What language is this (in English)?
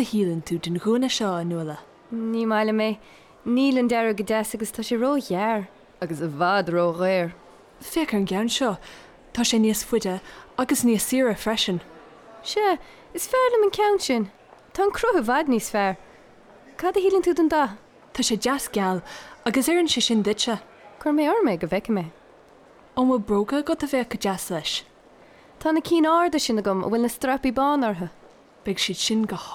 Irish